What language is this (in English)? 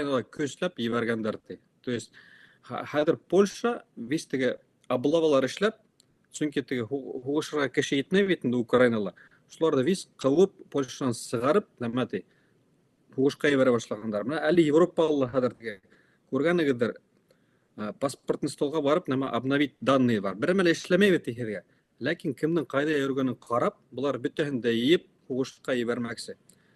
Bashkir